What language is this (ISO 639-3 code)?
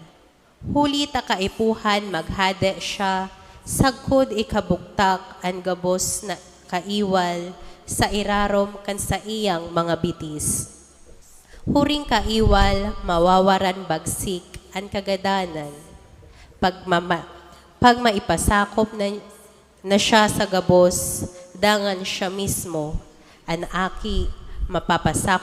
bik